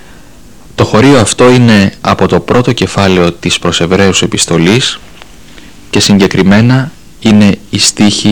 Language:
Greek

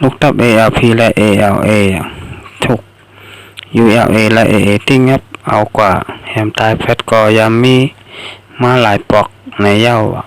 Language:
Shan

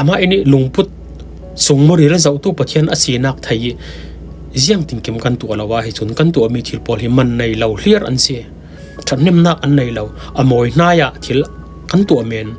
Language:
Falam Chin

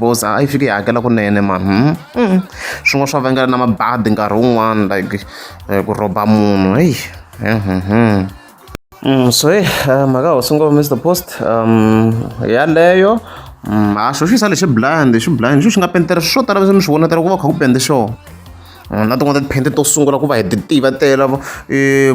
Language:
Tsonga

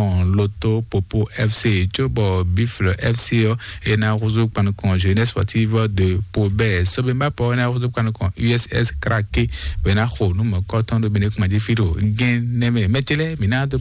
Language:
Fon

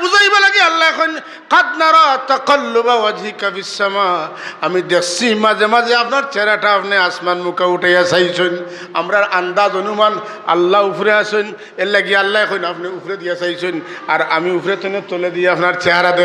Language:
Sylheti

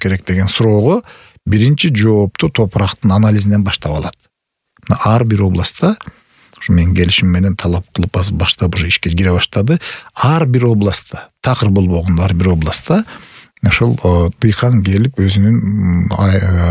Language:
Kyrgyz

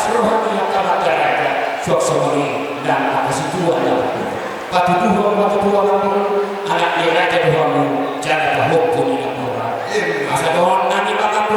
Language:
Batak Toba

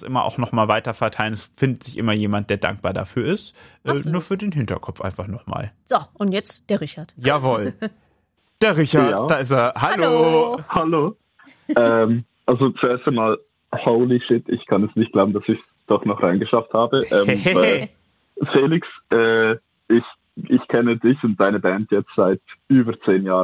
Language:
German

